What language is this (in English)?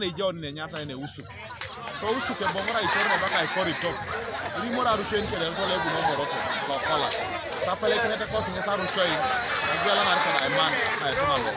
Teso